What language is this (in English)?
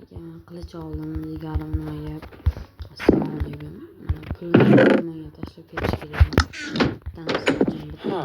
Uzbek